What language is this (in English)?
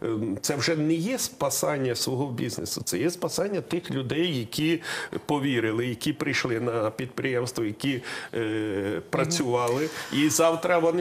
Ukrainian